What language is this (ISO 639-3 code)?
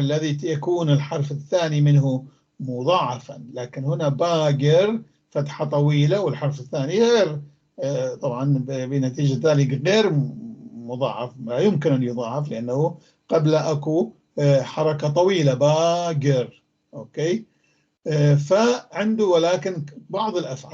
apc